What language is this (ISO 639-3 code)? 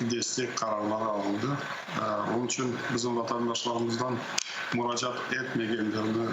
crh